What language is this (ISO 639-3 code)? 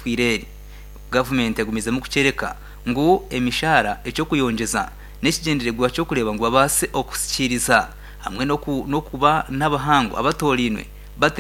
nyn